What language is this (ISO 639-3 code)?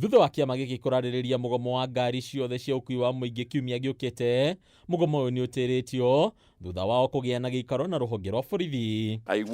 kik